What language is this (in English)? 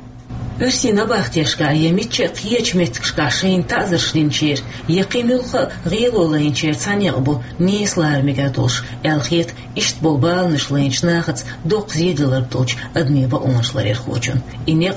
Chechen